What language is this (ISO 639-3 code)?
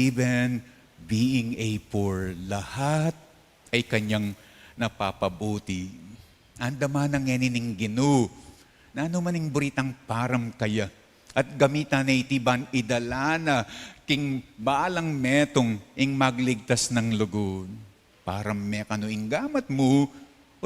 pam